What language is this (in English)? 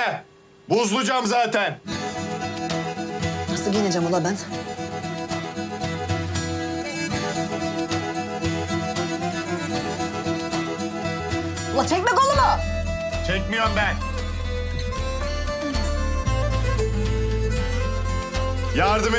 Turkish